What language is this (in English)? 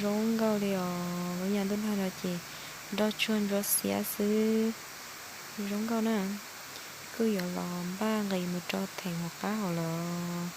Hmong